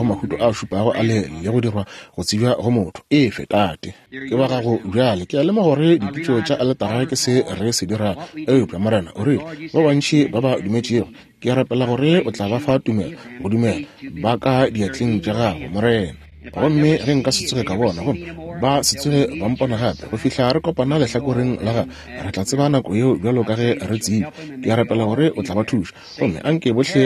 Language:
Northern Sotho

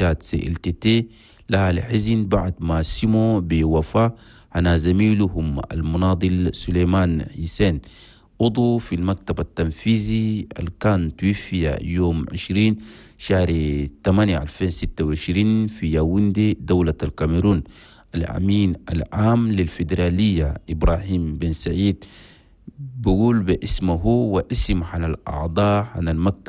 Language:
Chadian Arabic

